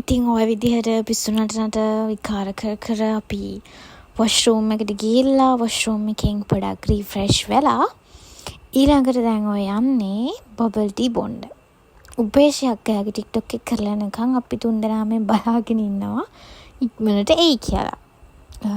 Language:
Sinhala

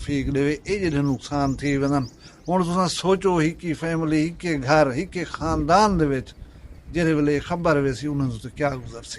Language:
Saraiki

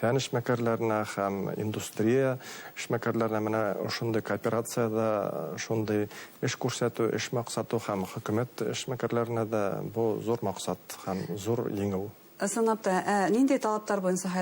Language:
Bashkir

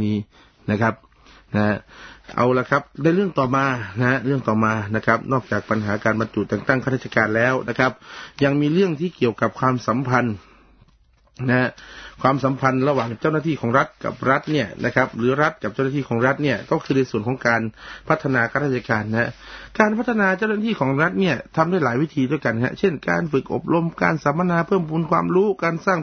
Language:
Thai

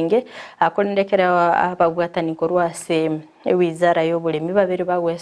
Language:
Gusii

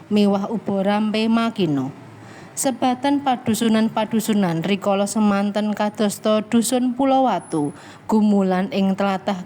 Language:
Javanese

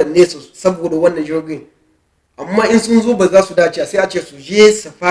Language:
Hausa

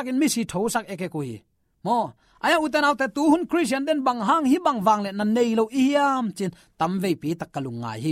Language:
Tedim Chin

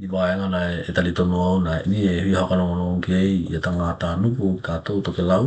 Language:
Tokelau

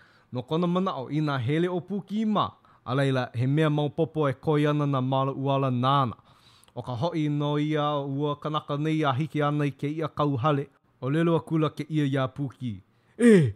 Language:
Hawaiian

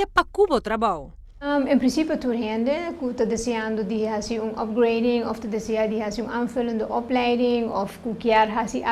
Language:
Papiamento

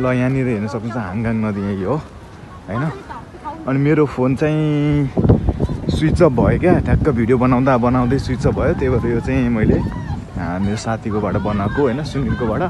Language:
Nepali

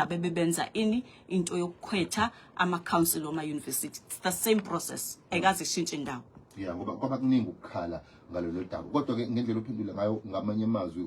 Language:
Zulu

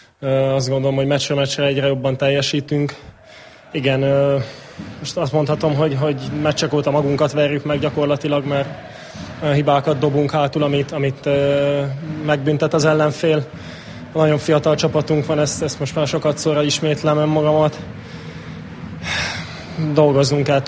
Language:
Hungarian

